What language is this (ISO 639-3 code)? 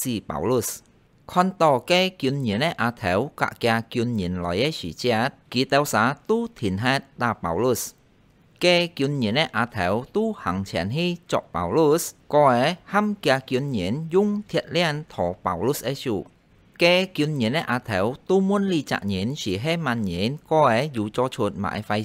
hak